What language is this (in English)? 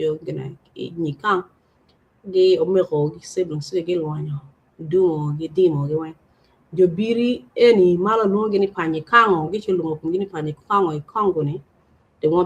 Acoli